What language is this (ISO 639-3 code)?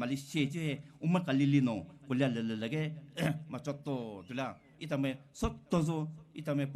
pmx